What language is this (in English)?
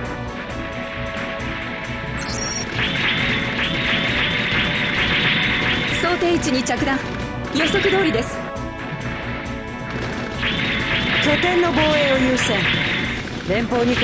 Japanese